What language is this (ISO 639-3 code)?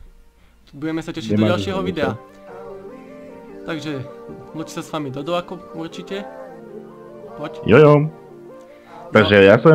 slk